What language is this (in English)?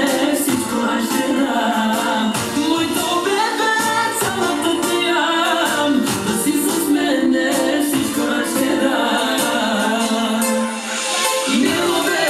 Bulgarian